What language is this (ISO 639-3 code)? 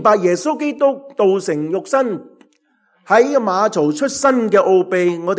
yue